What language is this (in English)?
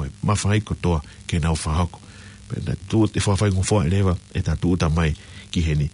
Tongan